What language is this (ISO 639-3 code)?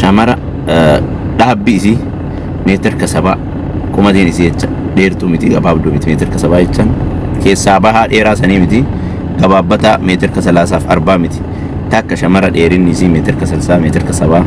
orm